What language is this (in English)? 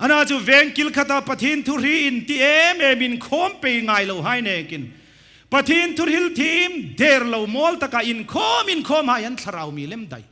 Hmar